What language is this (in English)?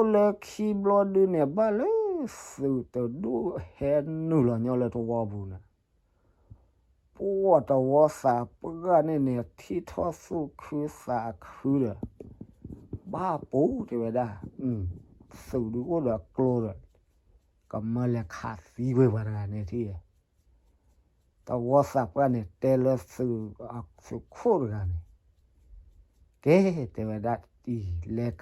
S'gaw Karen